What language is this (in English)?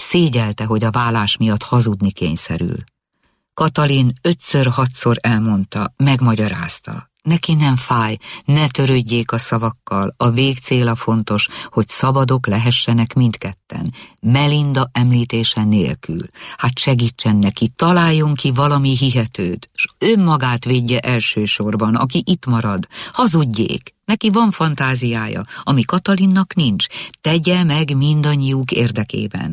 Hungarian